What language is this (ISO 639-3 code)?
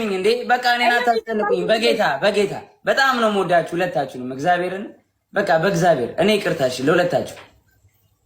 amh